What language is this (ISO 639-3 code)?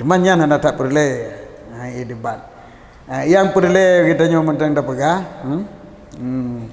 ace